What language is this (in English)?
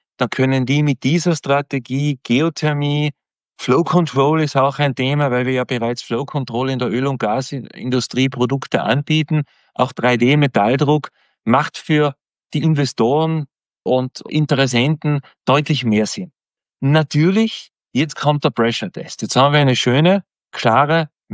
German